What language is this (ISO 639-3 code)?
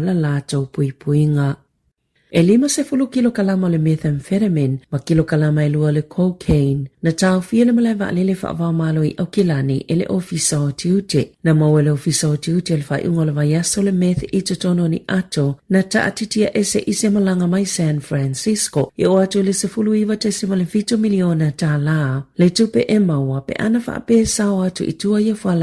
smo